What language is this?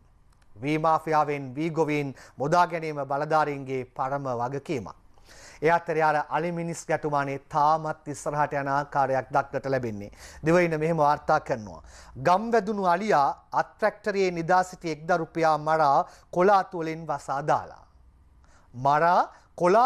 Sinhala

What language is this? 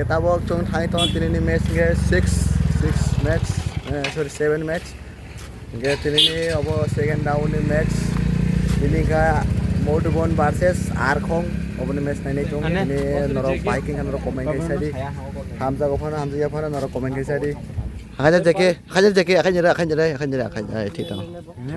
Kok Borok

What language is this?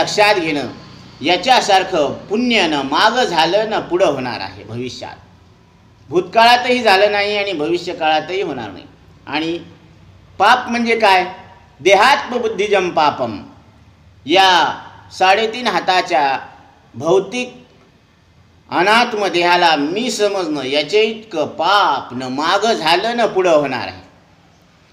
Marathi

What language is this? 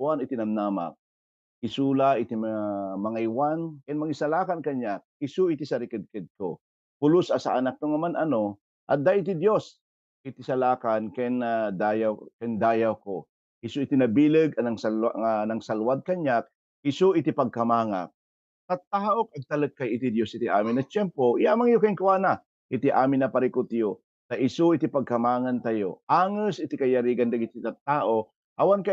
Iloko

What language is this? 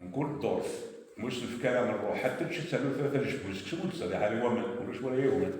Kabyle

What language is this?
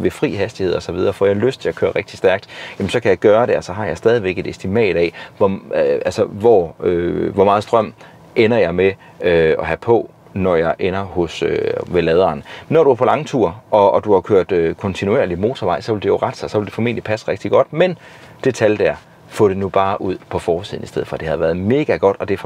Danish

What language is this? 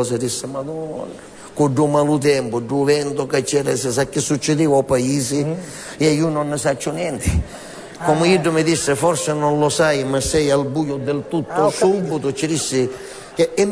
Sicilian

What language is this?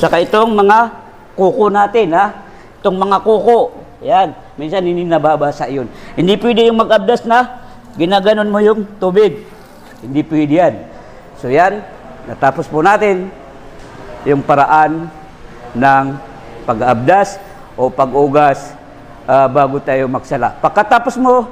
Maranao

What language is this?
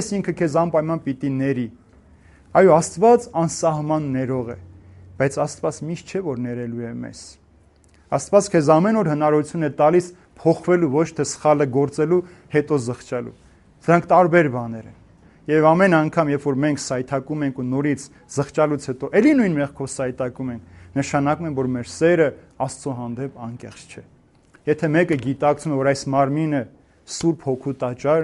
Armenian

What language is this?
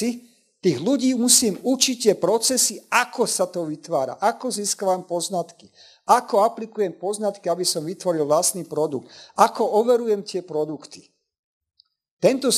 Slovak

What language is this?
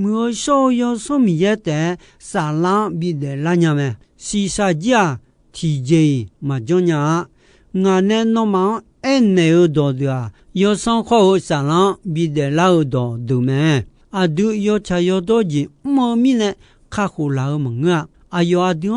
Akha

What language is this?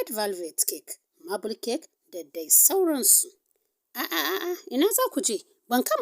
Hausa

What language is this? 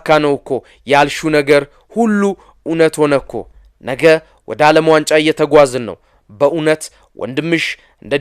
Amharic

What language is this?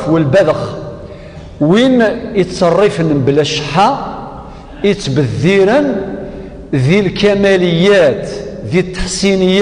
Kabyle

